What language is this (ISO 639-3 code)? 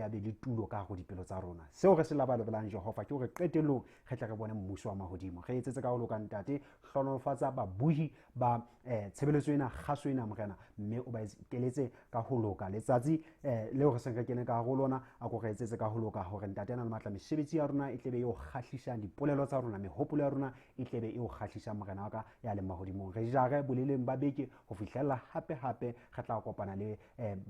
sot